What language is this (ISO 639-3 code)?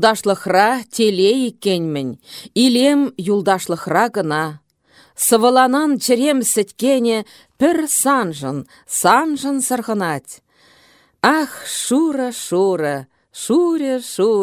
chv